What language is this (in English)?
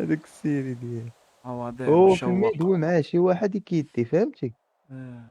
Moroccan Arabic